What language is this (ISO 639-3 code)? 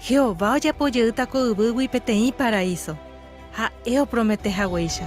grn